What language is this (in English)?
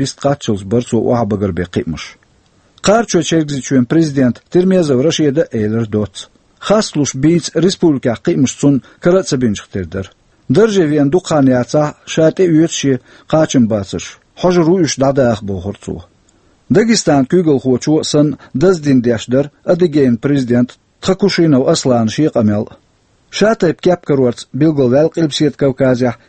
Chechen